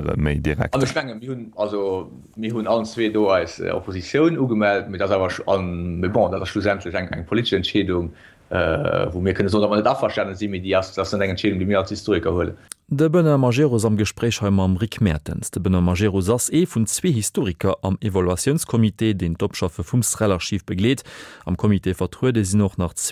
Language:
Luxembourgish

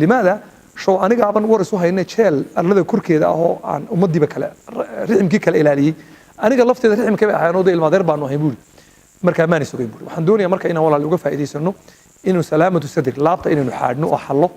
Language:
Somali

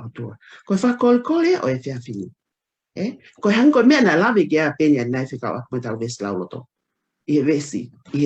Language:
Tongan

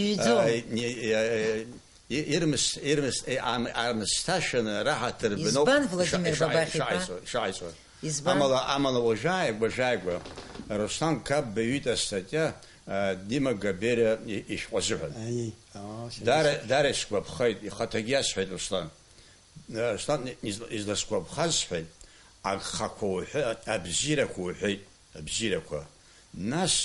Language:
Abkhazian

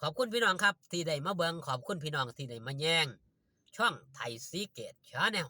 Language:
Northeastern Thai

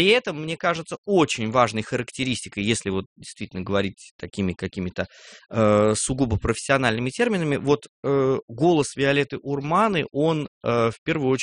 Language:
Russian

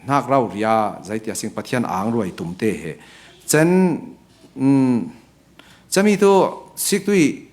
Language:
Falam Chin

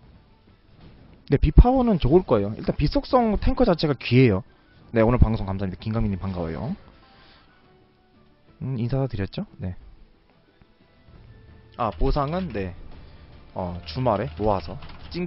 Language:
Korean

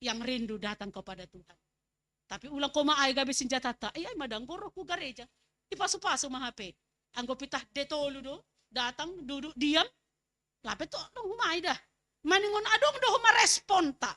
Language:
Batak Simalungun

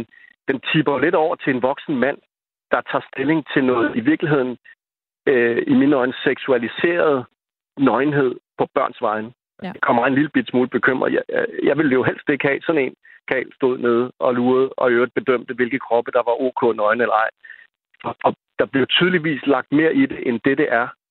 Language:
Danish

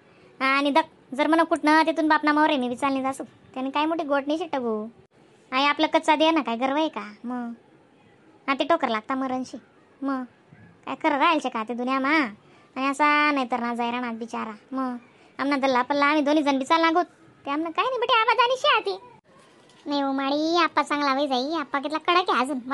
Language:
Khandesi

